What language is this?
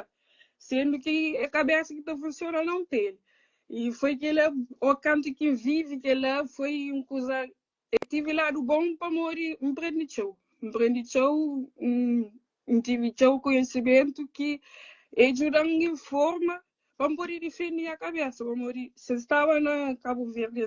Kabuverdianu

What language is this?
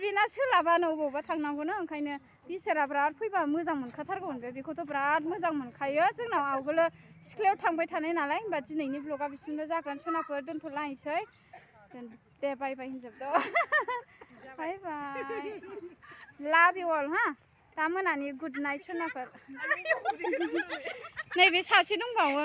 Bodo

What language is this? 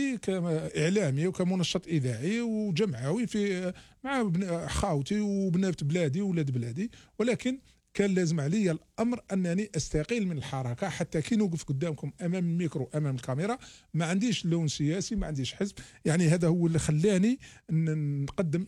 Algerian Arabic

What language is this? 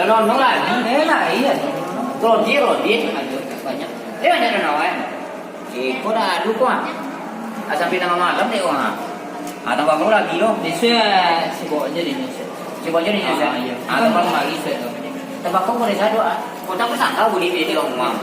Minangkabau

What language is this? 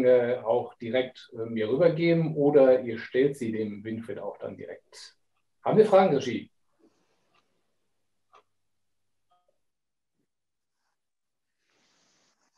German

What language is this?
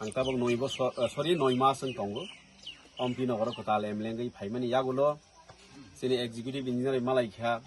Kok Borok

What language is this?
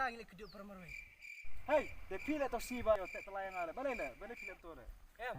Khasi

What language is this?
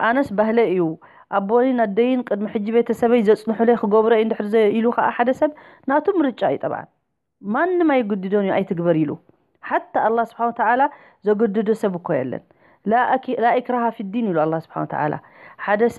Tigrinya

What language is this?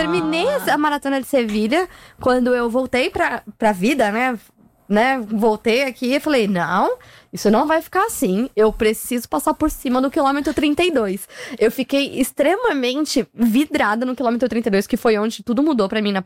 Portuguese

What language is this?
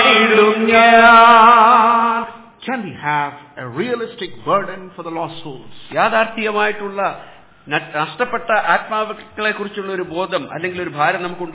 Malayalam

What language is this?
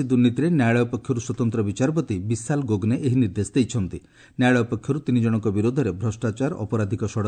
Odia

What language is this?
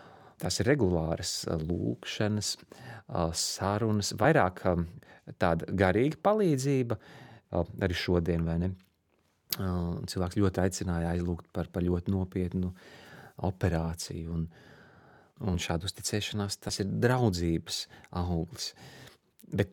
Latvian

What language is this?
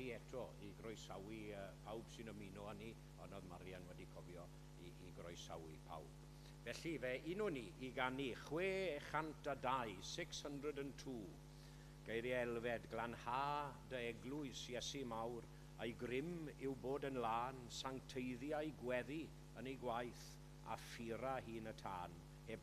Welsh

